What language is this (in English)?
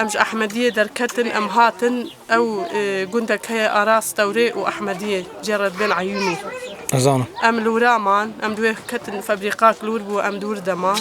Kurdish